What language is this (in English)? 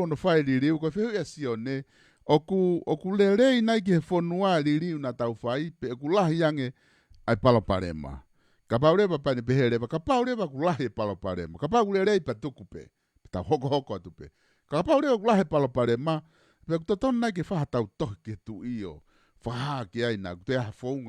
Tongan